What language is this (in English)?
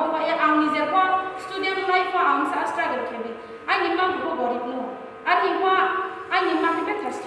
Riang (India)